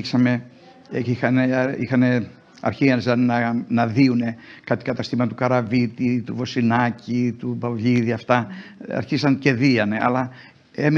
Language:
Greek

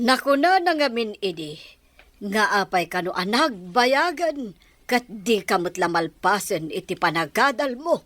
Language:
Iloko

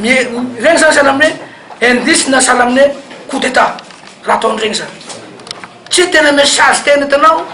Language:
Malagasy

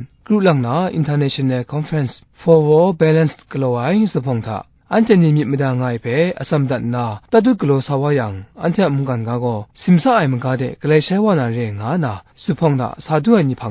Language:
Kachin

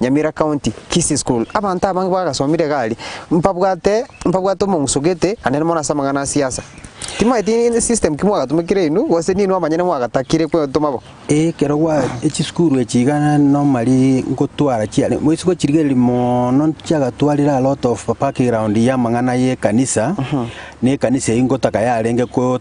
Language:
Gusii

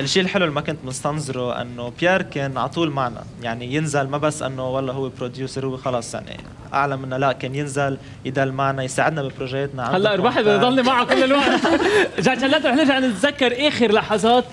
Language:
North Levantine Arabic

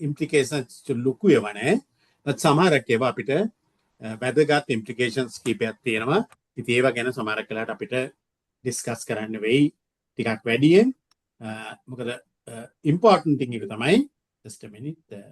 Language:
Sinhala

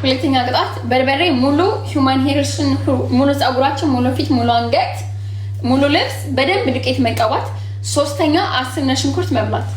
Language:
Amharic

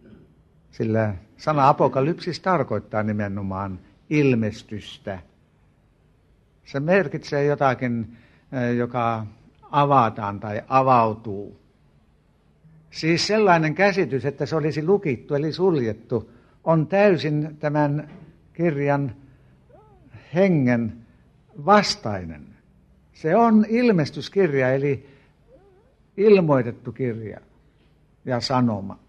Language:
Finnish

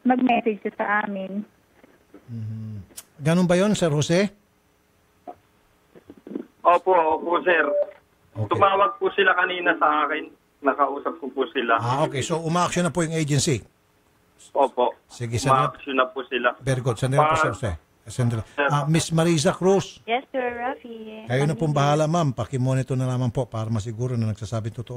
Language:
Filipino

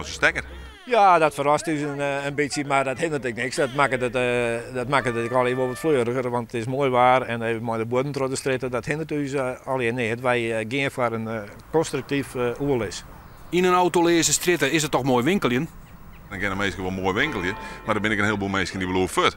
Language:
Western Frisian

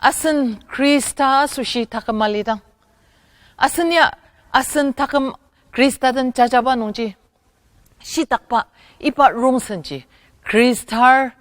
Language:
Ao Naga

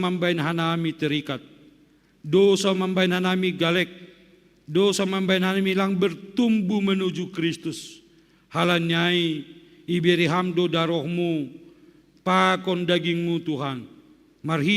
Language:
Batak Simalungun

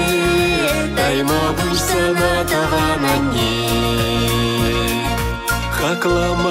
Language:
Chuvash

